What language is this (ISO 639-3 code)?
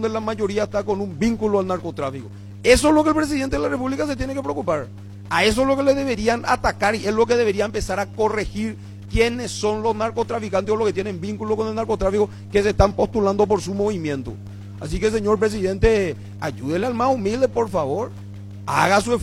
spa